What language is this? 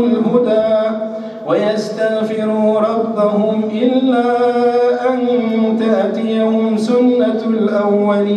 Arabic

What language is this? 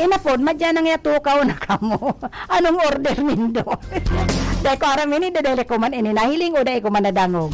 Bikol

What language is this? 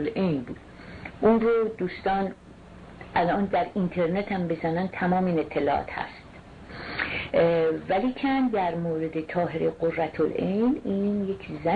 Persian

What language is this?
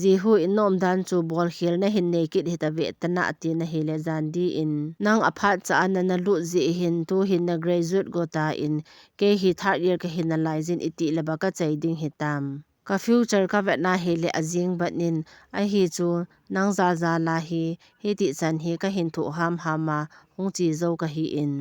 Thado Chin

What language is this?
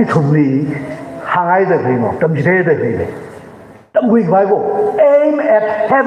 Tangkhul Naga (India)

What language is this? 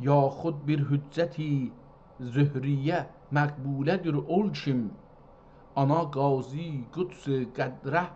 South Azerbaijani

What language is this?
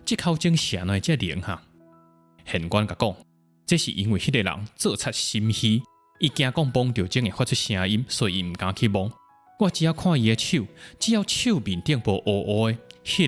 Min Nan Chinese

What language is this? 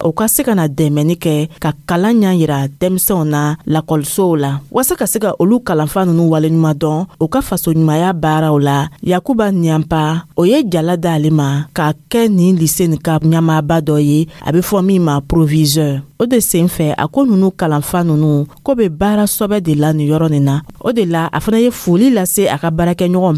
Dyula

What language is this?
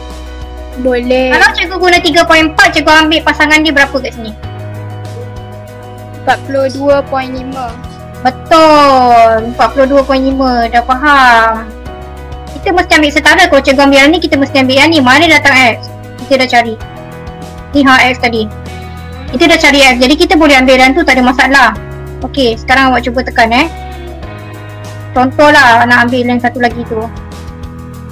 Malay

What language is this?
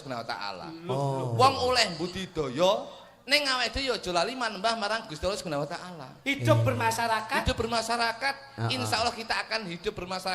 Javanese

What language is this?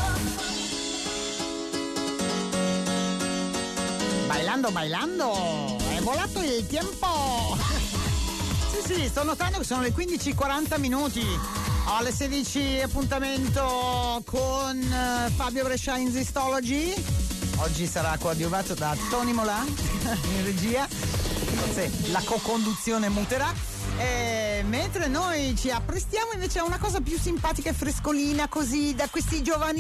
Italian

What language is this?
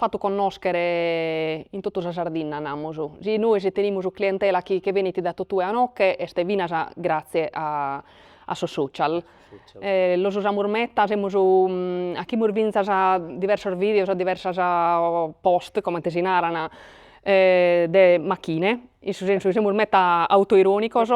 Sardinian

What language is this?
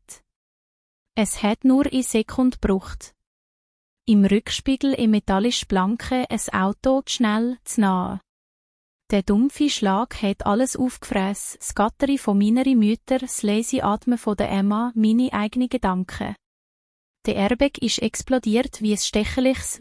Swiss German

